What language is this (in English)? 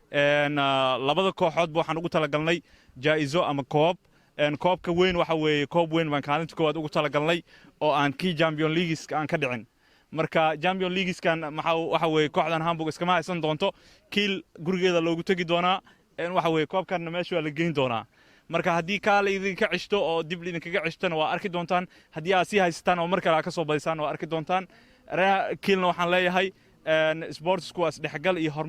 Somali